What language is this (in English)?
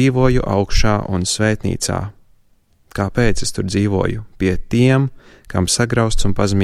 Latvian